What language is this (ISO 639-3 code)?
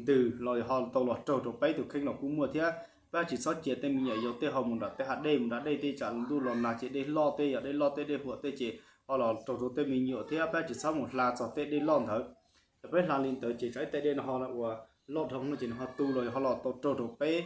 hmn